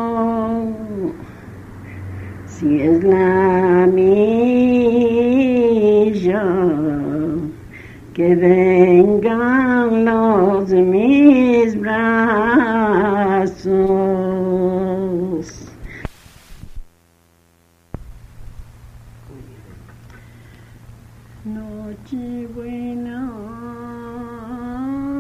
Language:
Spanish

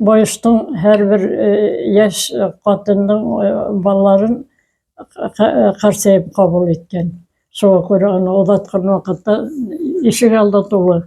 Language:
Bashkir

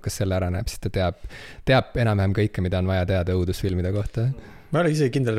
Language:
Estonian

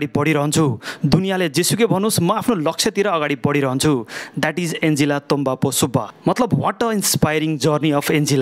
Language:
Nepali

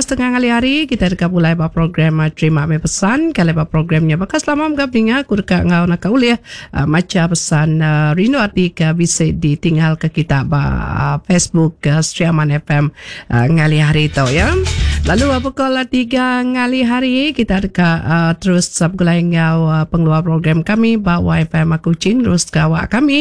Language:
Iban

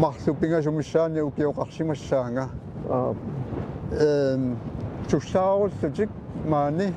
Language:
Kalaallisut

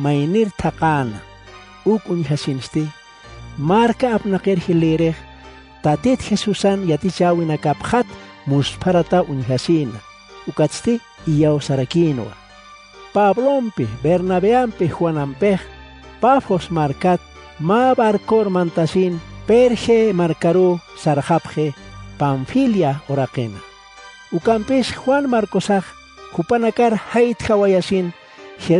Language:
Aymara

